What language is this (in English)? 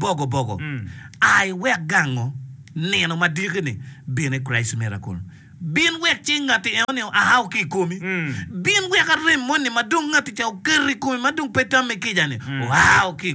Acoli